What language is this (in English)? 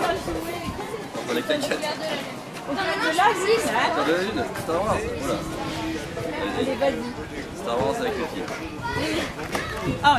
French